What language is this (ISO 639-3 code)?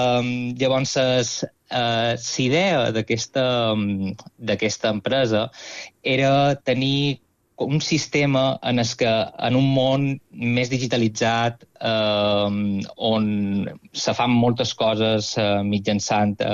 cat